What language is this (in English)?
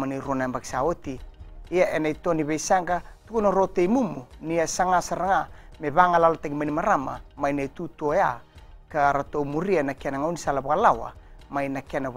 Fijian